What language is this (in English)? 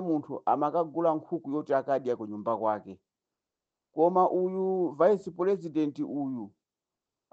Nyanja